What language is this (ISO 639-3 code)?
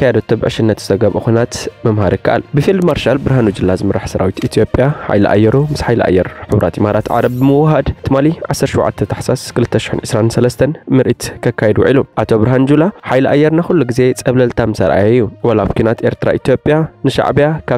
tir